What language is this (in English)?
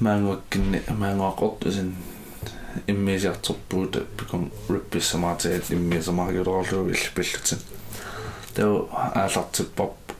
Kalaallisut